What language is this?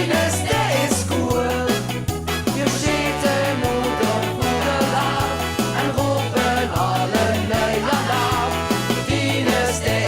Limburgish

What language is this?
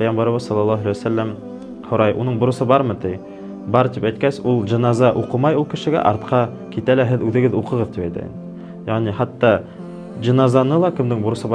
Bashkir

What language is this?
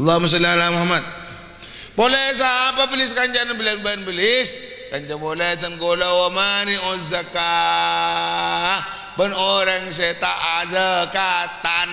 Madurese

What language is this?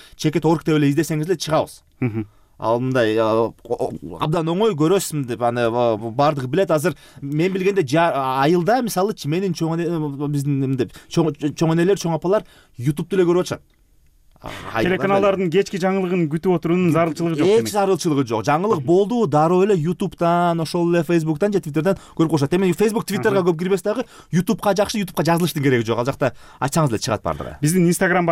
Kyrgyz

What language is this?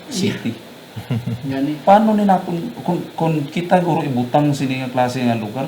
Hiligaynon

